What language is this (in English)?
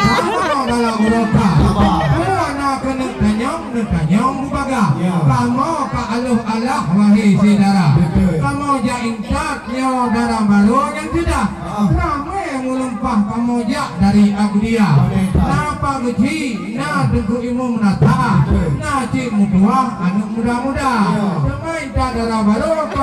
Achinese